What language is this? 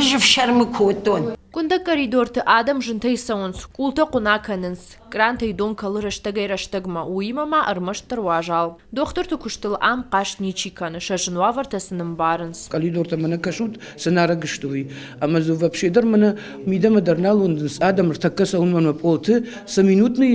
Ossetic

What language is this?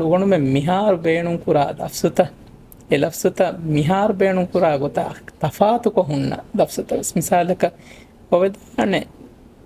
Divehi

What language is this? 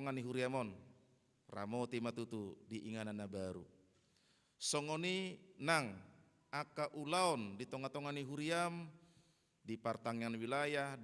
Batak Toba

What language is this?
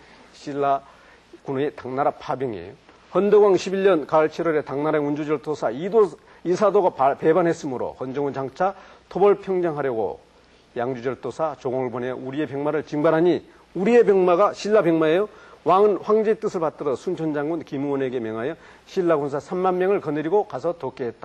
Korean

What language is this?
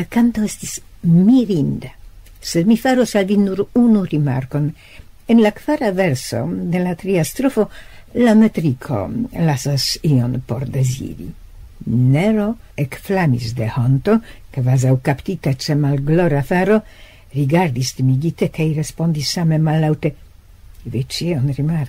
Esperanto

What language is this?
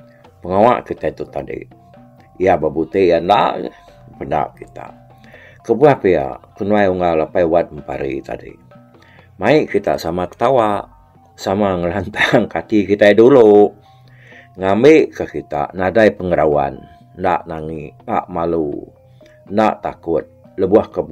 Iban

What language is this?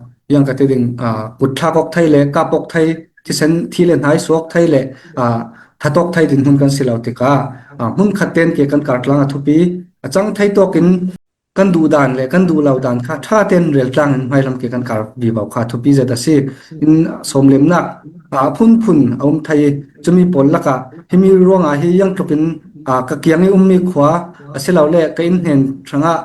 Falam Chin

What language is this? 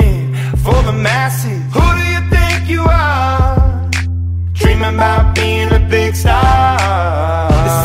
English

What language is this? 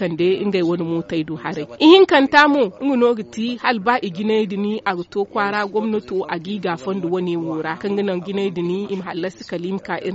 Zarma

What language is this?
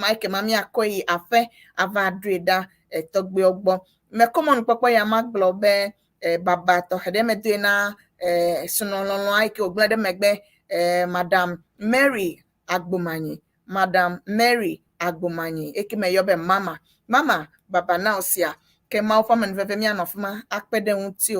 Ewe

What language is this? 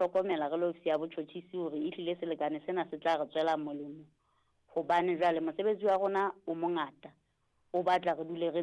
Southern Sotho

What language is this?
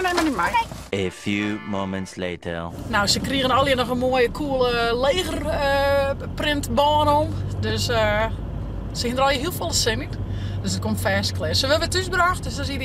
Western Frisian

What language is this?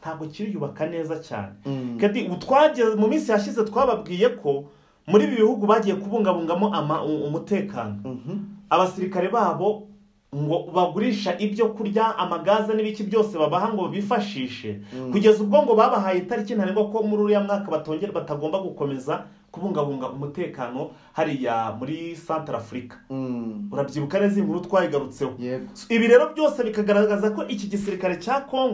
Kinyarwanda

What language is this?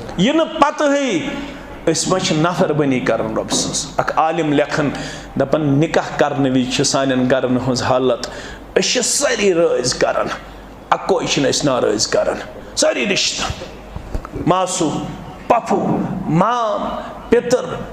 Kashmiri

